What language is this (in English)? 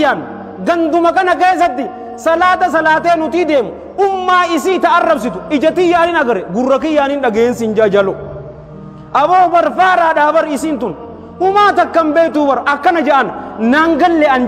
Oromo